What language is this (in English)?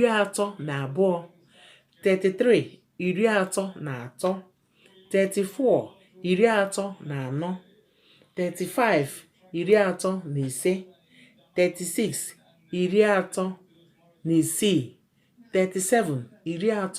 Igbo